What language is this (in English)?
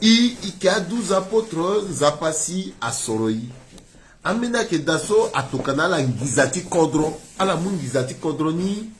Sango